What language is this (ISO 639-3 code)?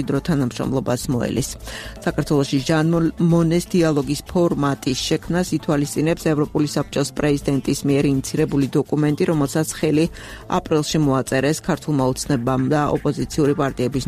kat